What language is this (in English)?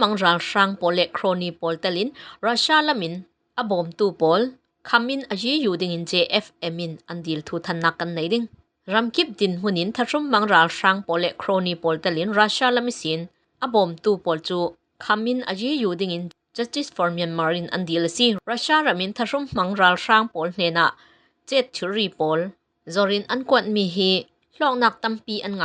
Falam Chin